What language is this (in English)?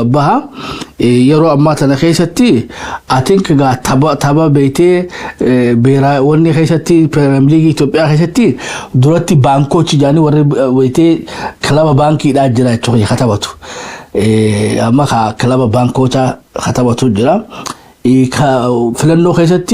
Oromo